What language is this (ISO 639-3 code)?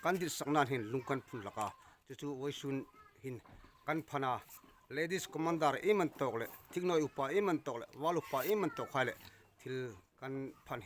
hmr